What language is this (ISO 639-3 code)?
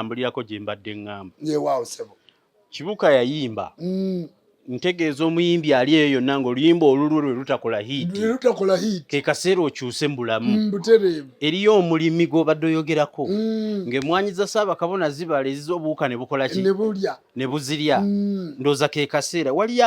lug